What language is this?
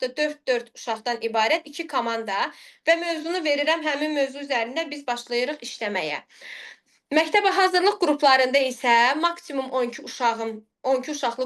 Azerbaijani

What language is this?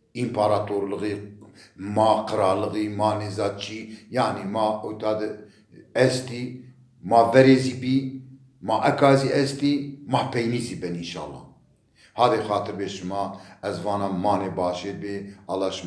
Zaza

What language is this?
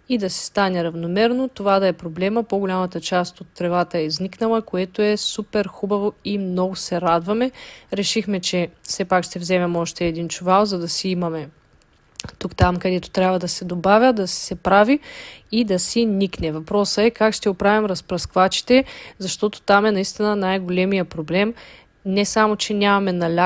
Bulgarian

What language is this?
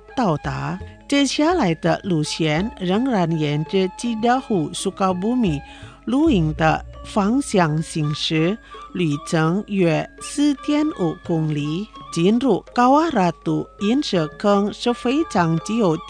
Chinese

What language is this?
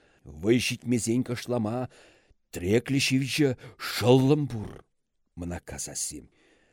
Chuvash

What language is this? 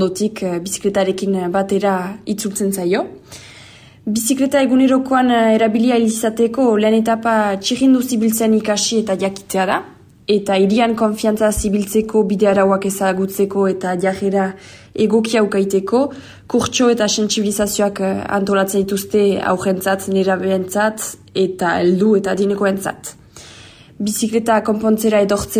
Basque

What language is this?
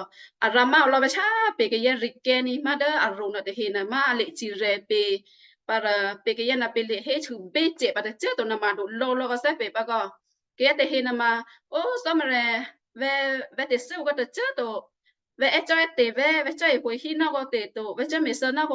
Western Kayah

